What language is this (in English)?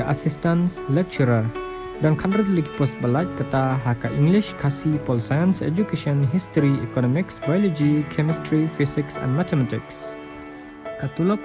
Khasi